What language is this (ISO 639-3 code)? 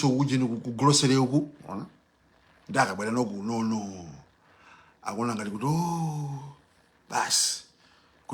nya